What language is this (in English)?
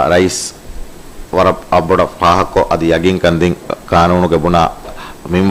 Divehi